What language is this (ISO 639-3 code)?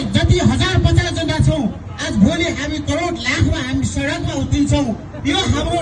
nep